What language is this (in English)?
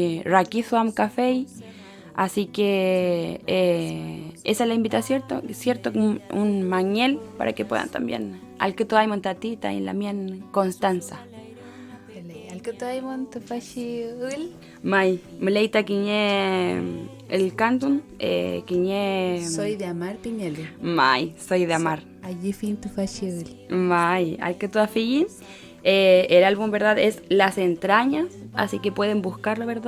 Mapuche